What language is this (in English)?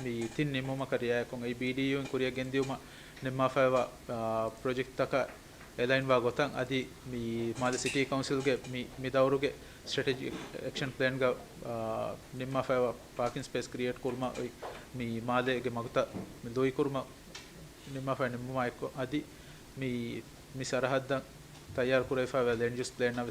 Divehi